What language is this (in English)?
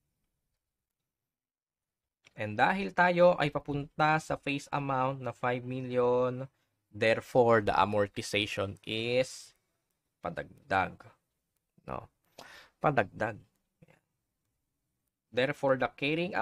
Filipino